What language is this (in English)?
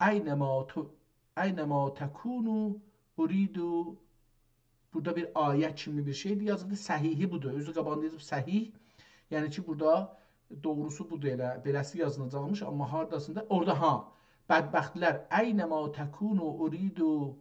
South Azerbaijani